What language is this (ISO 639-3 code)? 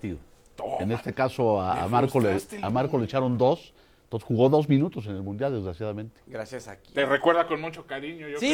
spa